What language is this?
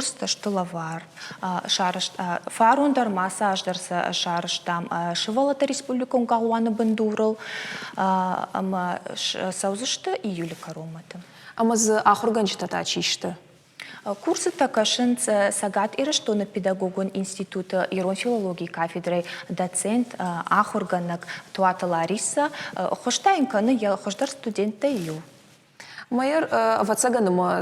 Ossetic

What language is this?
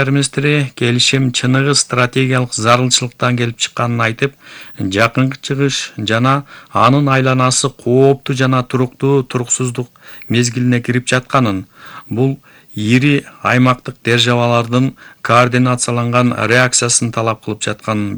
Kyrgyz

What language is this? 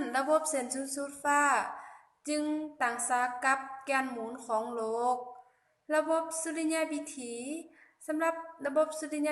Lao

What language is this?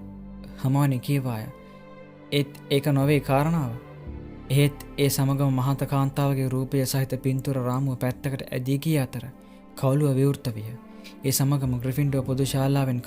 Sinhala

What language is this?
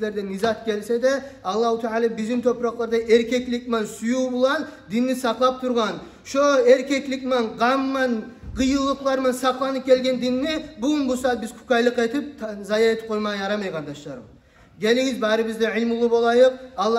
Kumyk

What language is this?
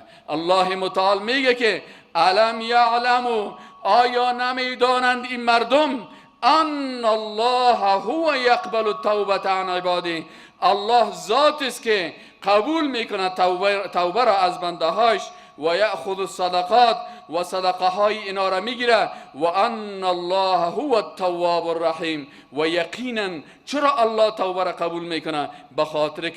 Persian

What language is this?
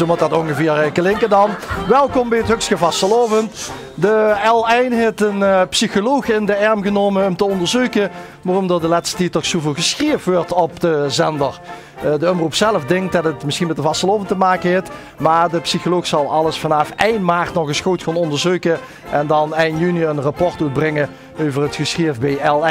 Limburgish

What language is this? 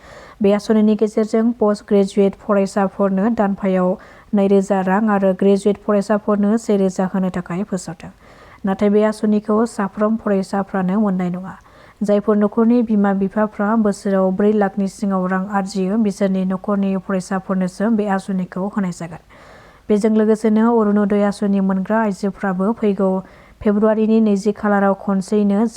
Bodo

